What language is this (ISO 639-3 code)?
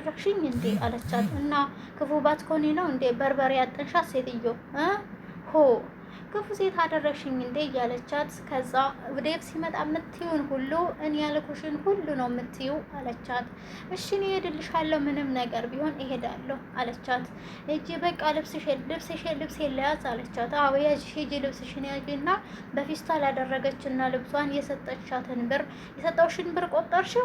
amh